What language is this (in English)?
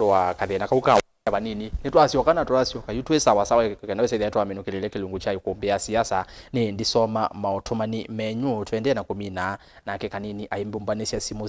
Kamba